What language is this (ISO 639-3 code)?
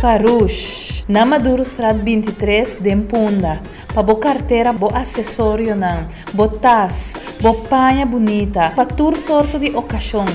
pap